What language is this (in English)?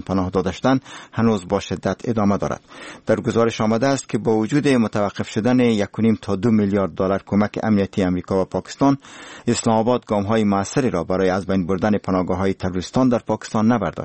Persian